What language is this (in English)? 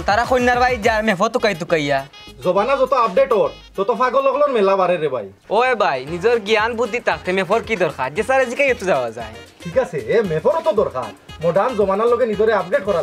Sylheti